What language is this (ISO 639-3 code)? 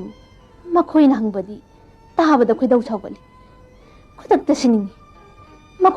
mni